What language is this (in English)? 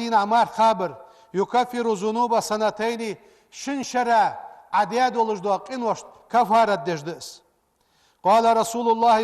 Ingush